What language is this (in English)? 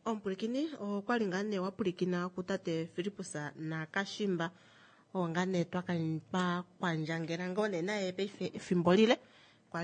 Kuanyama